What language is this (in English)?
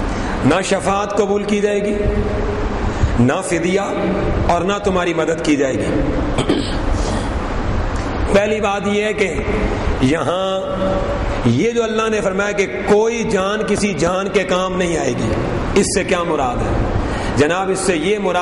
Urdu